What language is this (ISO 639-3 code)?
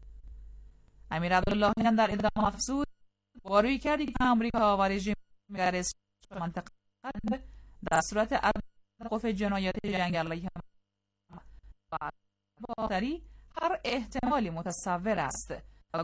fas